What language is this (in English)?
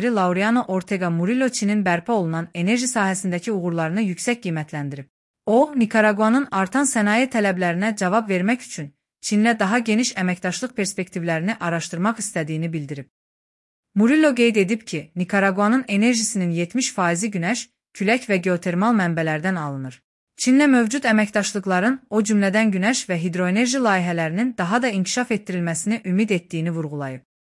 Azerbaijani